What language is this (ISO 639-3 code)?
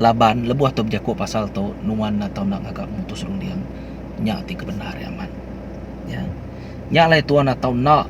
iba